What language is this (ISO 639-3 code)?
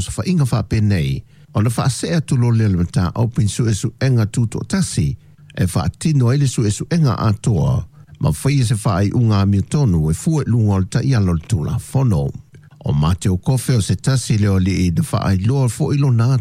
smo